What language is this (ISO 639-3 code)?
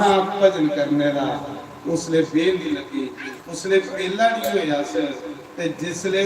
doi